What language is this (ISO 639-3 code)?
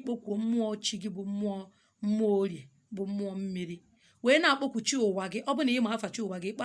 ibo